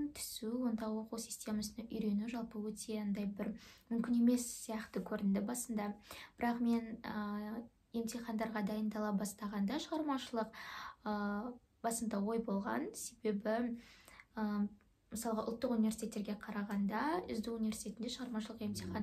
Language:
Kazakh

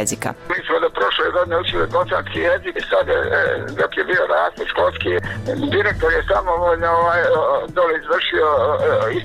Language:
Bosnian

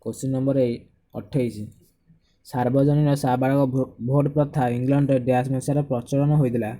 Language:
Odia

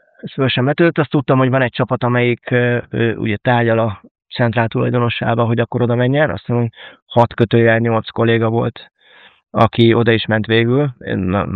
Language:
Hungarian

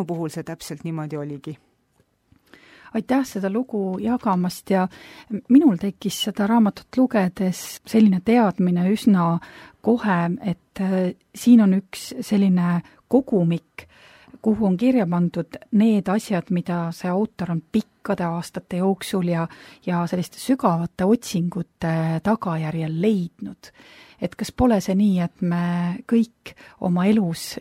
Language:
Estonian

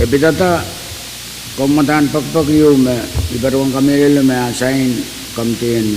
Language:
Pohnpeian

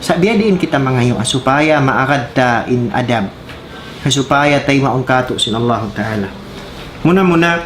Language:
Tausug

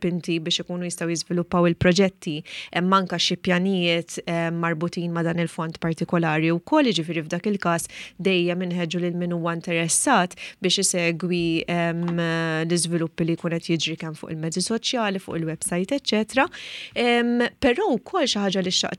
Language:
Maltese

